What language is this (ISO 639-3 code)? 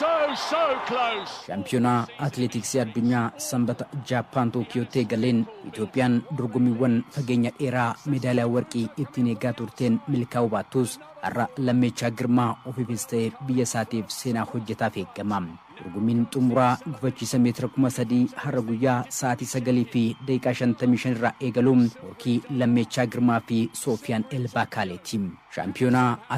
orm